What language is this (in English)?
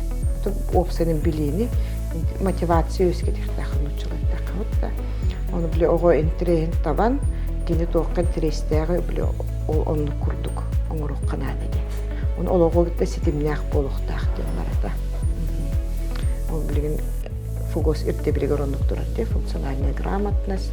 Yakut